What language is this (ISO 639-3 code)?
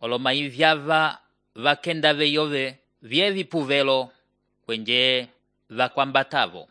umb